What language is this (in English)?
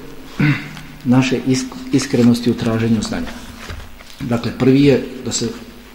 Bosnian